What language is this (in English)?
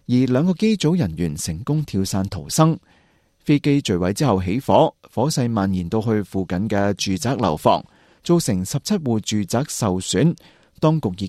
Cantonese